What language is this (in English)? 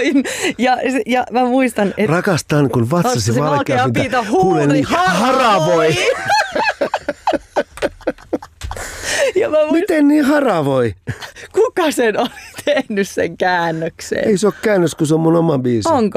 Finnish